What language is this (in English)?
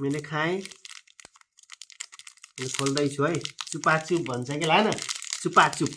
Nepali